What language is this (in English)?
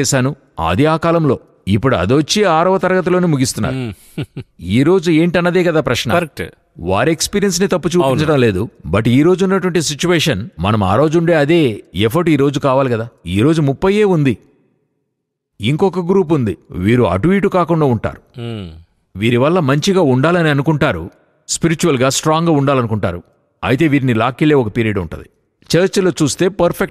Telugu